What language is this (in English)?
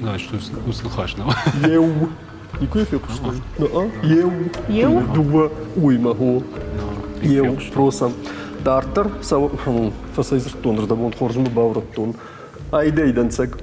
Ossetic